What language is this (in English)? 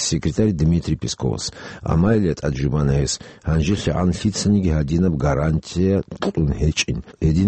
Avaric